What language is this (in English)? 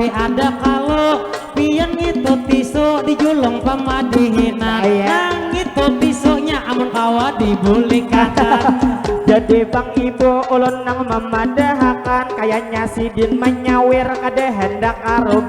Banjar